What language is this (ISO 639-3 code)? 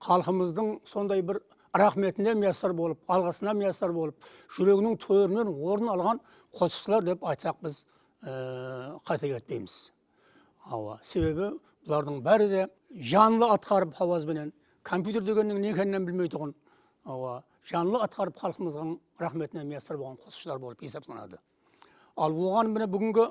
kaa